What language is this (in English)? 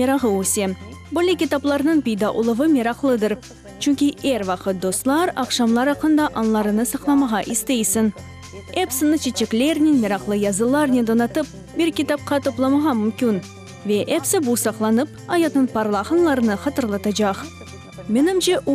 Crimean Tatar